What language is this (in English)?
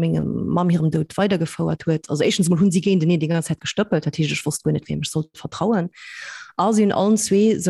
Luxembourgish